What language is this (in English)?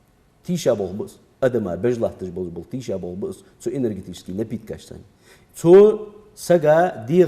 Ingush